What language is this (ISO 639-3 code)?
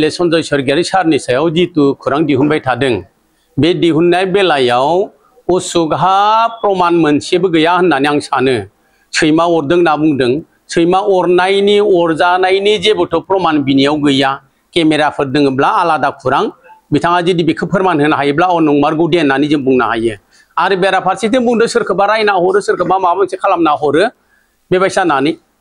brx